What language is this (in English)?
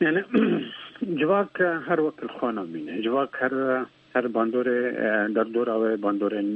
Kurdish